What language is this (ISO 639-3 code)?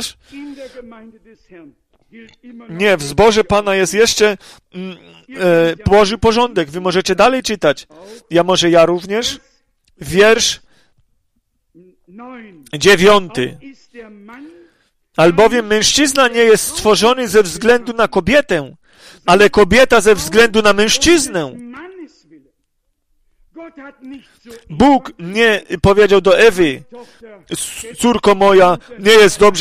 pol